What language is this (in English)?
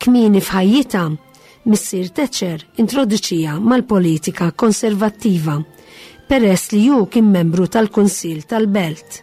Maltese